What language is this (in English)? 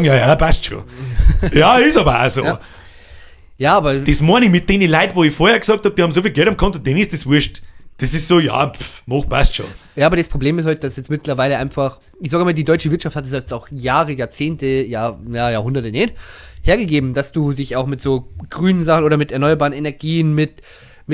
Bavarian